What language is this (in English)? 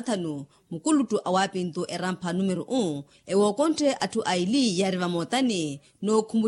Makhuwa